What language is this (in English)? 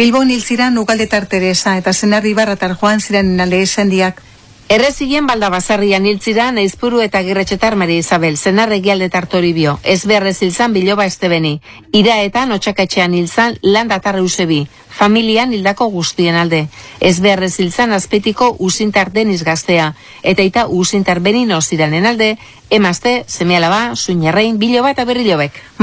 Basque